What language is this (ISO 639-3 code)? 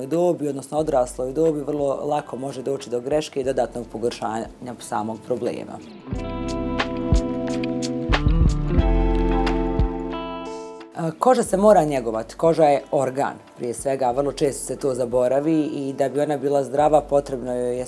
bos